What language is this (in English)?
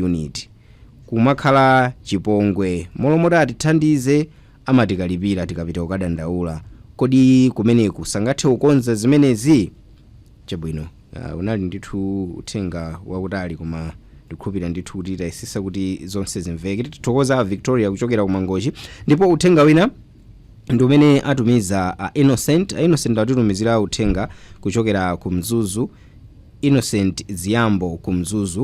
Nyanja